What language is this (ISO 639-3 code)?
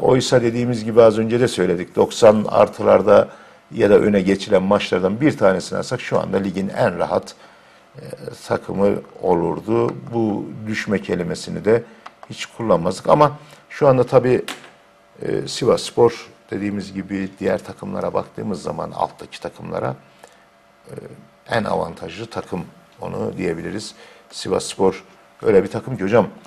tur